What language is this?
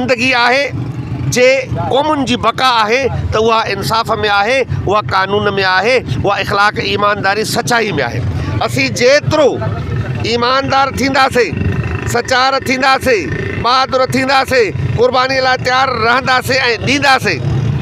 Sindhi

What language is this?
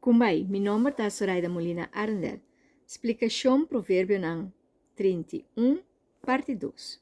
Papiamento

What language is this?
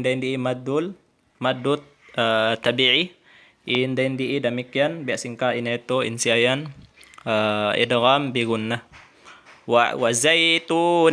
Tausug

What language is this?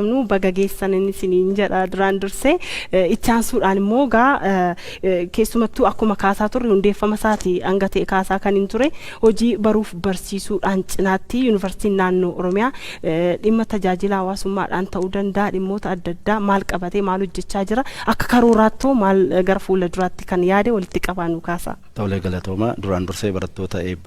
Oromo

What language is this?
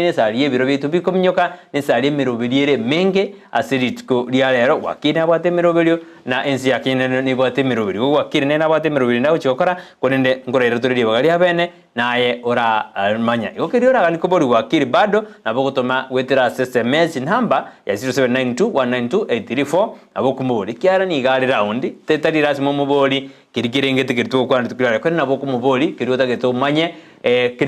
Gusii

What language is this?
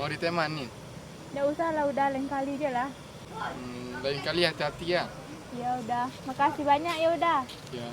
Minangkabau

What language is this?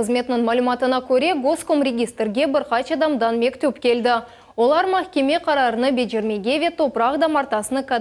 Crimean Tatar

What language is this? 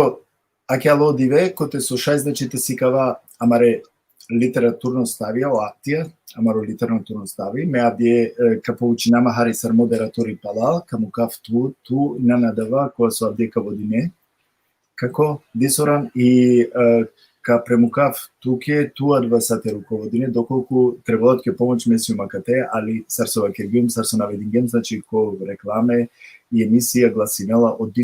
Balkan Romani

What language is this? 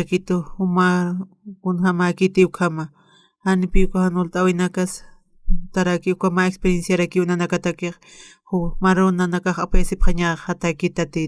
Aymara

